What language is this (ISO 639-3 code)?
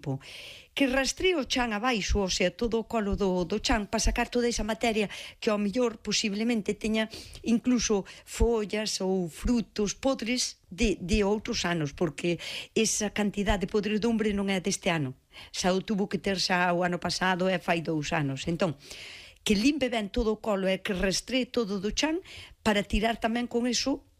glg